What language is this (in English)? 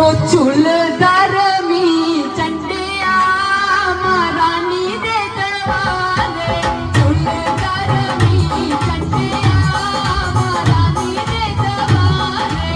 Dogri